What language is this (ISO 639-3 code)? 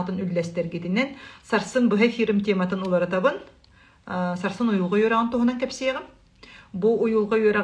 sah